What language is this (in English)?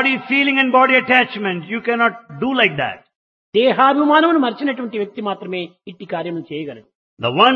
Telugu